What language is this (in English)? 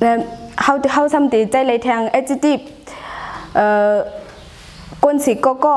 Shan